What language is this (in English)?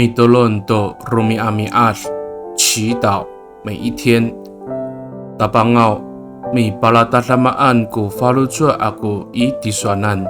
Amis